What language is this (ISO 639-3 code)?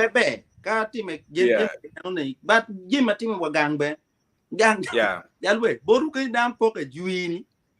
ach